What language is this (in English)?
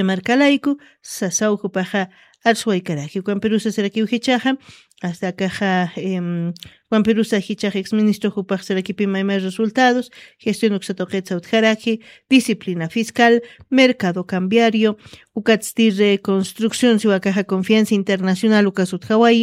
Aymara